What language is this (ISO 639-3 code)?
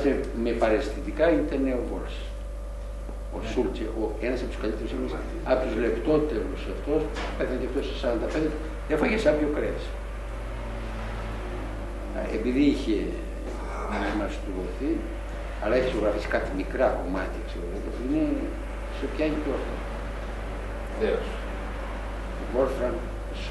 ell